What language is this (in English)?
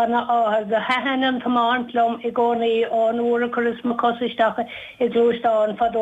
Irish